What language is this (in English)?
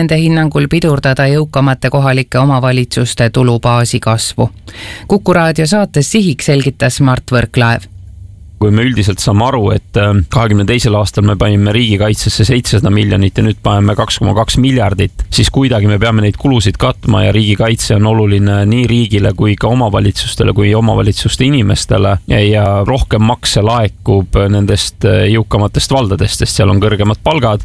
Estonian